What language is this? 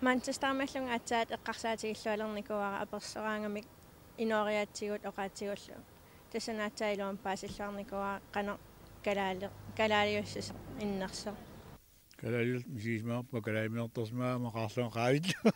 Kalaallisut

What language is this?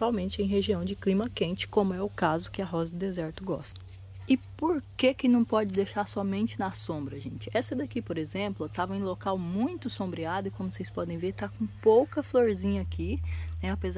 Portuguese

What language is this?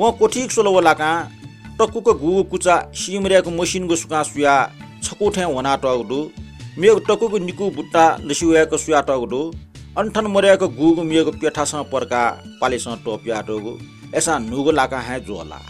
Newari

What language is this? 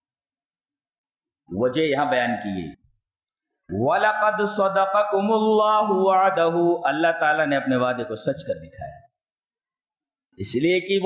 Urdu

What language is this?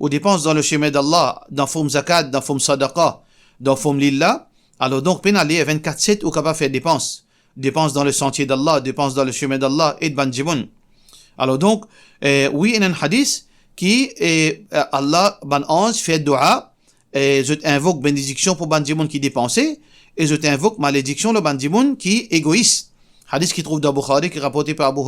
Morisyen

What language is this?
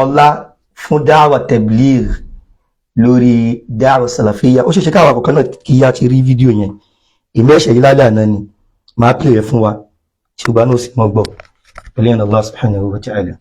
Yoruba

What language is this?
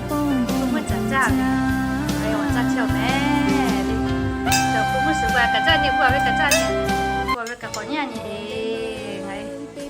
Lahu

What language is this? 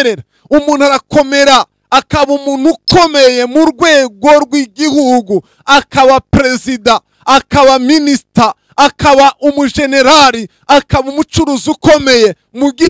Kinyarwanda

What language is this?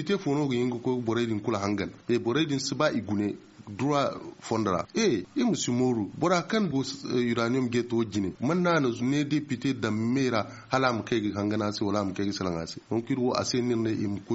Zarma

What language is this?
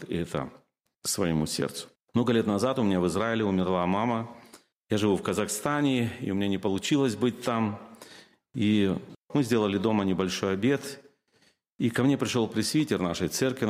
Russian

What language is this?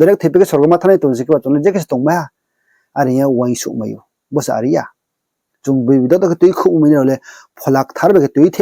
Riang (India)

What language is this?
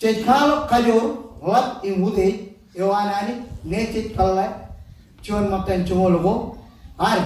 Marshallese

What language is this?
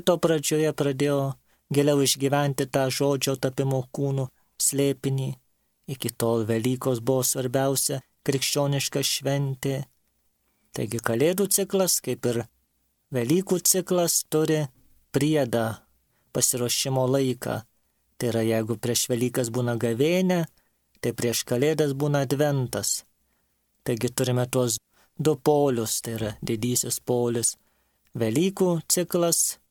Lithuanian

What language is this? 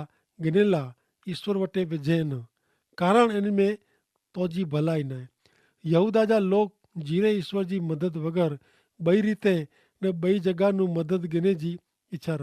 Kachhi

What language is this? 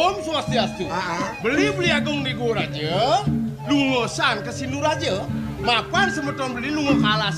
Balinese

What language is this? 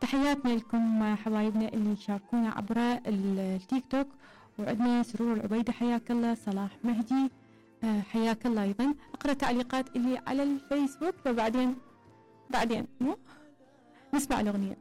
Mesopotamian Arabic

